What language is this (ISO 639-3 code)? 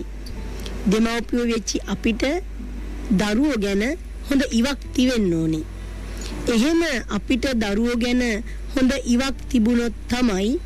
sin